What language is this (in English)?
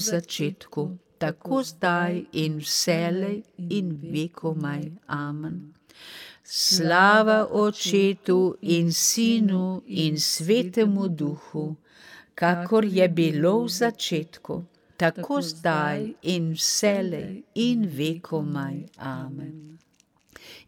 Slovenian